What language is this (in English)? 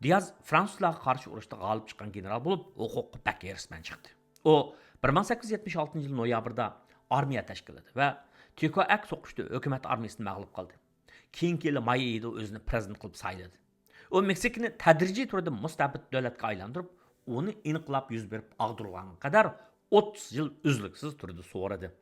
Uyghur